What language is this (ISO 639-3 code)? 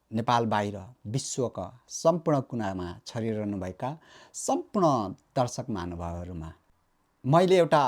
nep